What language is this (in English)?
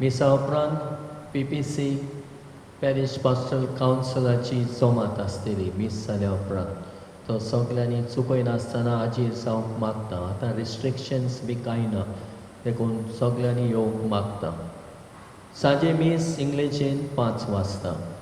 Konkani